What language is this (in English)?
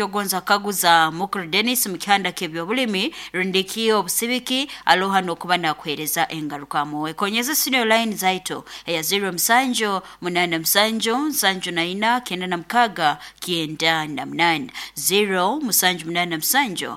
Nyoro